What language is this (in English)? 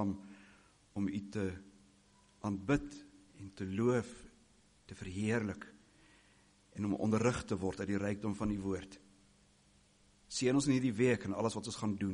Afrikaans